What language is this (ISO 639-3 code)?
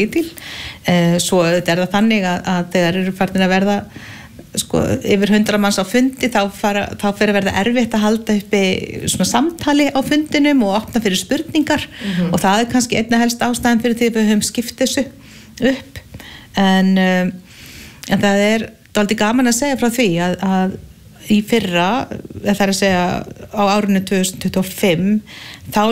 isl